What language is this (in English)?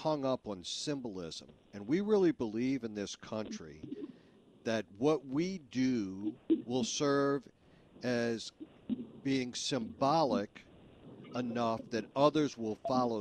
English